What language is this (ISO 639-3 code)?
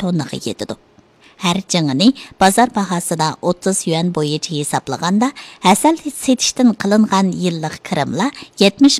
uig